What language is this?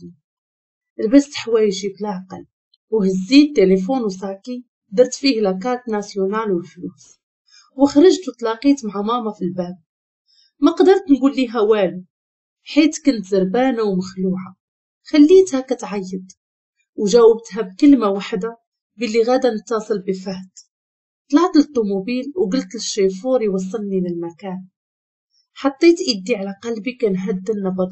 Moroccan Arabic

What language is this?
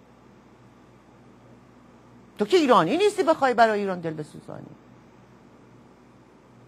Persian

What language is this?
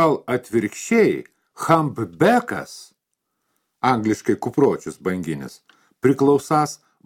Lithuanian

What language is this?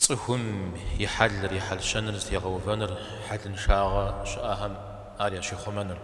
Kabardian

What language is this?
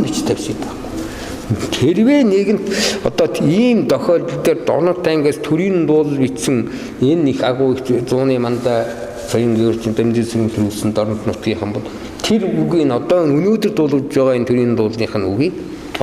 Mongolian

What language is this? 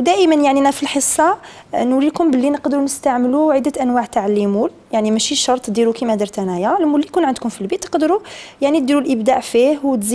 Algerian Arabic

